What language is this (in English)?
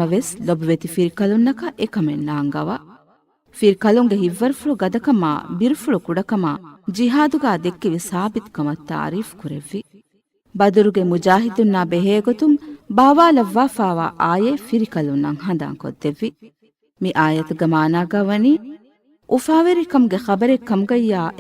Divehi